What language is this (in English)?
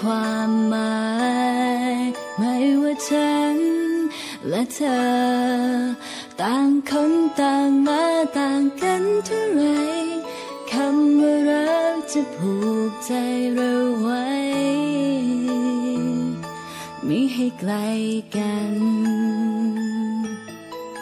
Thai